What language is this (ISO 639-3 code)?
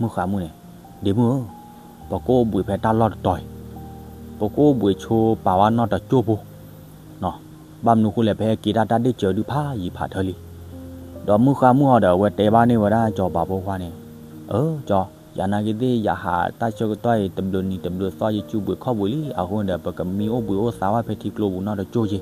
ksw